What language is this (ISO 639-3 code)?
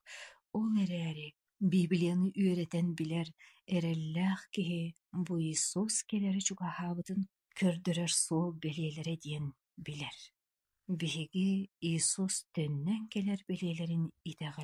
sah